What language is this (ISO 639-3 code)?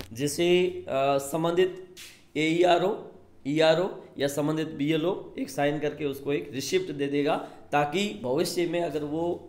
hin